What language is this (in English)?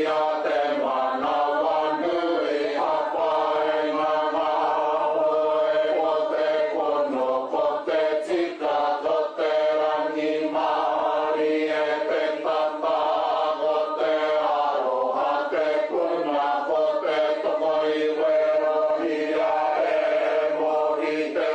Māori